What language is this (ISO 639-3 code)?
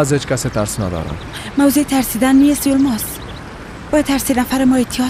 fas